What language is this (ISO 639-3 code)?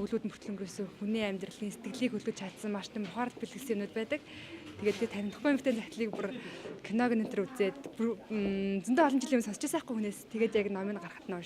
mon